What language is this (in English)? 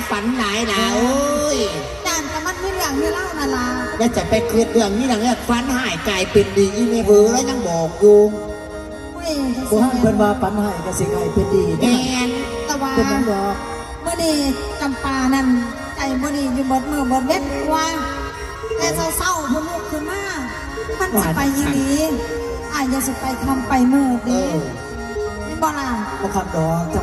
Northeastern Thai